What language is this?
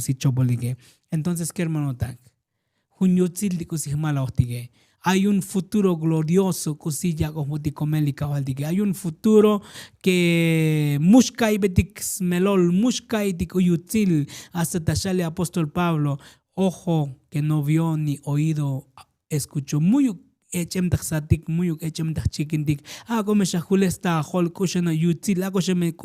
Tzotzil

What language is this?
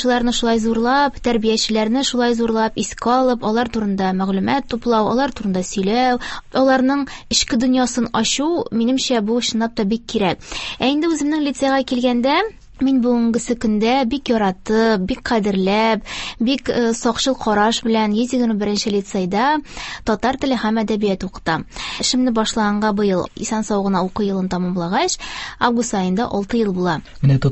Tatar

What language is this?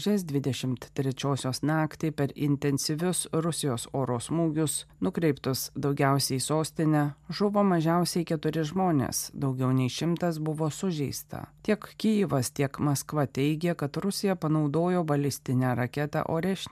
Lithuanian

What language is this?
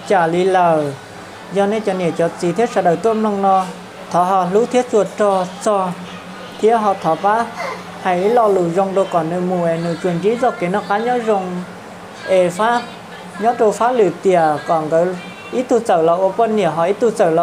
Hmong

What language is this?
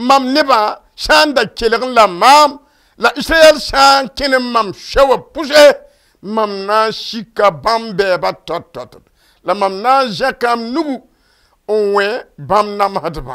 Mossi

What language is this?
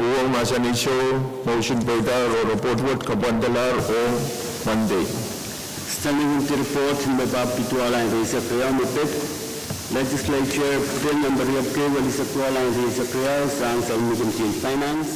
Pohnpeian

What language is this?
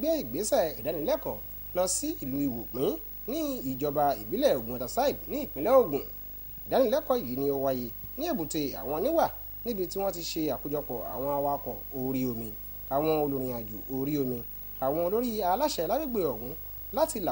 Yoruba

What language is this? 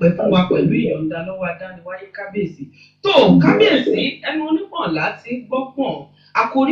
Yoruba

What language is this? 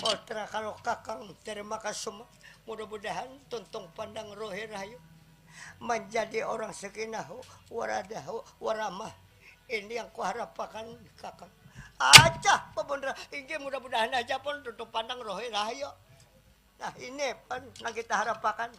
Banjar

